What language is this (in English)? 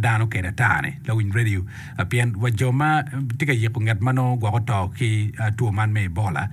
Acoli